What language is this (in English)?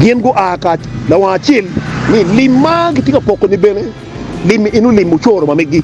Acoli